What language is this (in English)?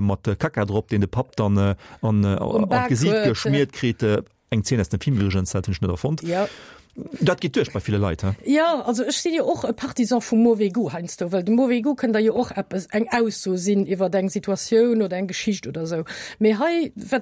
Luxembourgish